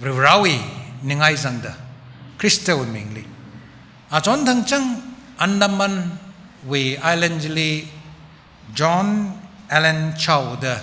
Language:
Tangkhul Naga (India)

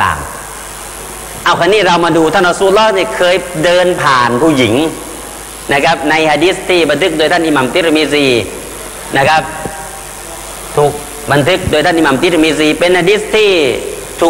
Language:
Thai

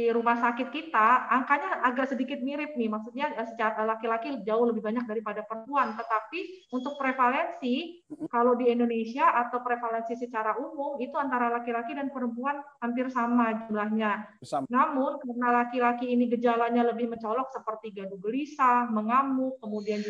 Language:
Indonesian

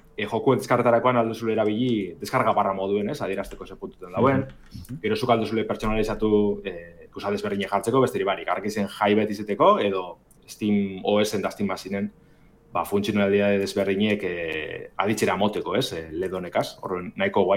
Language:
Basque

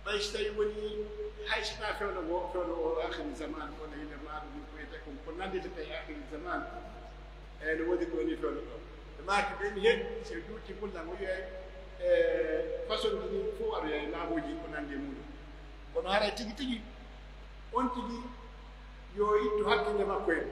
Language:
Pular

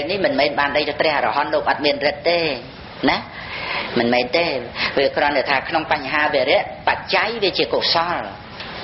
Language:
Khmer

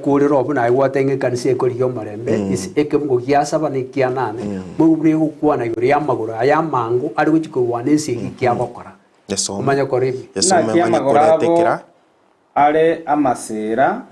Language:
Gusii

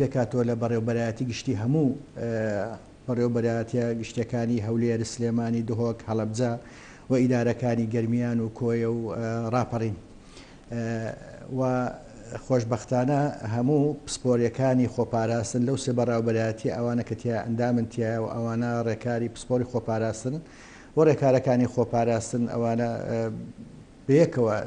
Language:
Central Kurdish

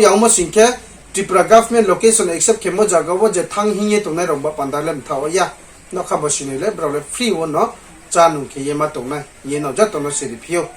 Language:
Riang (India)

